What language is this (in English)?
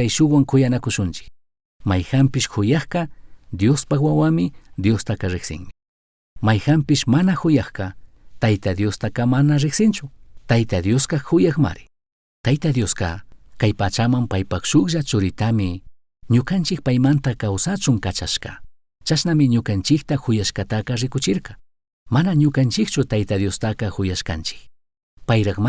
Chimborazo Highland Quichua